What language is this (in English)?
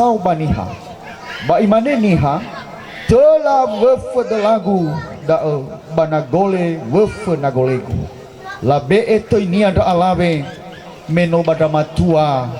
Nias